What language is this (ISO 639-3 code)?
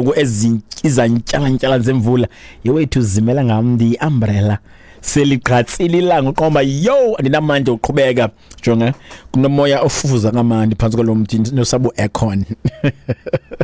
xho